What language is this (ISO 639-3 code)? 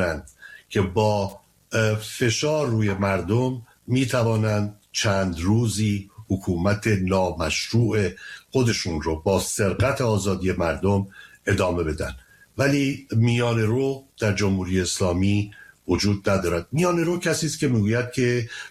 fas